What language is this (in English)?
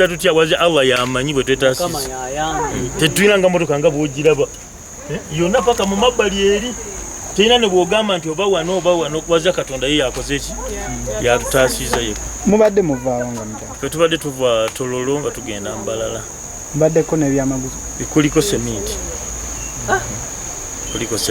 Ganda